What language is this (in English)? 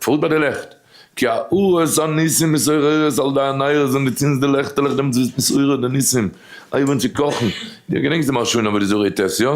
Yiddish